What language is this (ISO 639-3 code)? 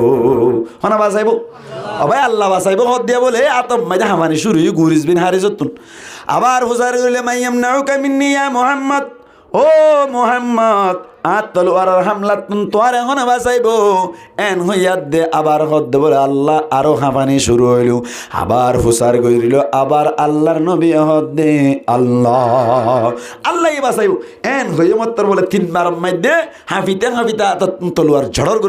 rhg